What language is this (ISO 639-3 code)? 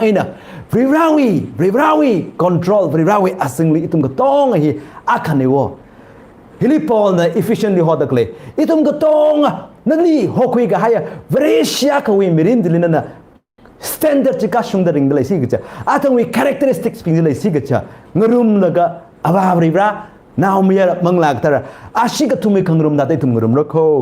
nmf